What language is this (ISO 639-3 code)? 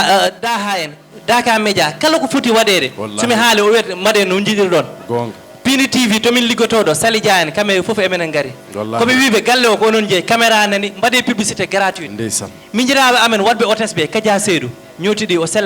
ful